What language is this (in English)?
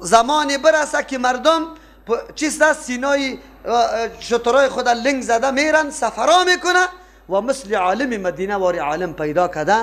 Persian